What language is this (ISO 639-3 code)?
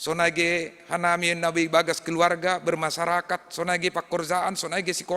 bts